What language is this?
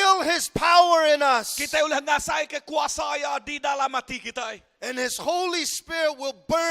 Iban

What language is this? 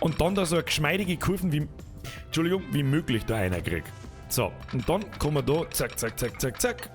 Bavarian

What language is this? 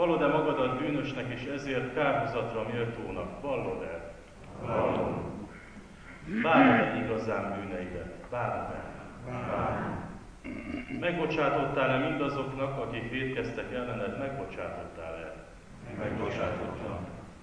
Hungarian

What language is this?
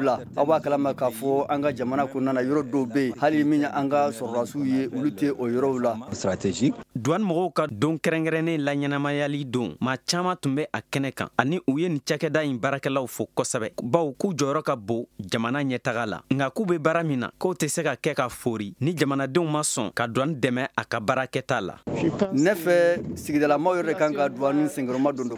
Bambara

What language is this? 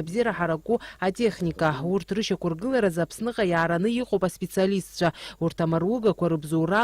Abkhazian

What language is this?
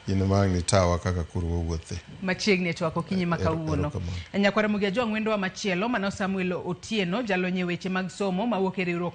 Luo (Kenya and Tanzania)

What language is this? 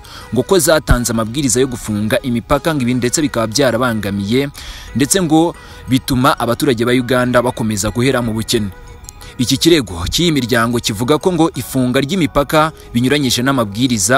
Kinyarwanda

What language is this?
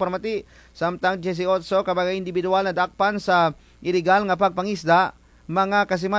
Kinaray-a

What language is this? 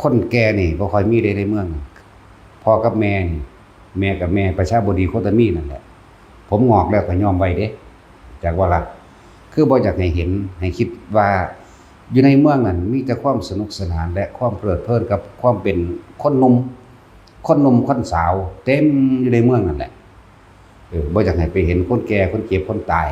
Northeastern Thai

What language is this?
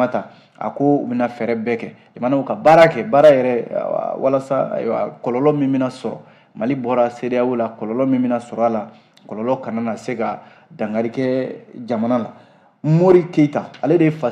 Bambara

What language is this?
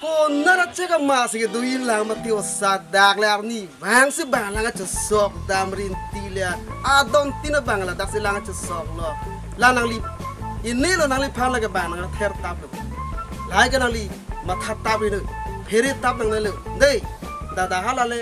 Karbi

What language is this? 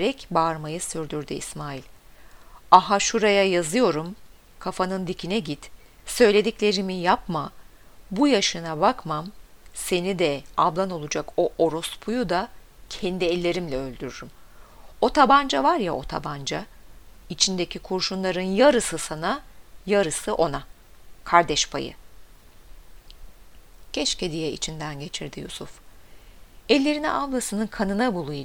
Turkish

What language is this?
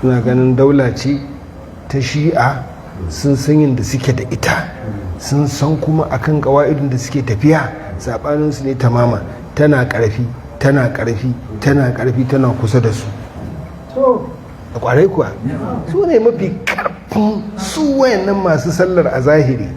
Hausa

